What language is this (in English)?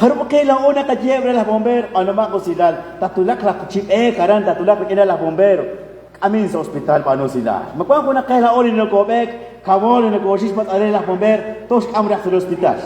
Kekchí